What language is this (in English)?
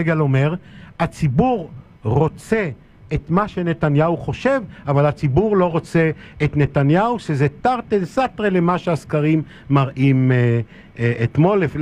Hebrew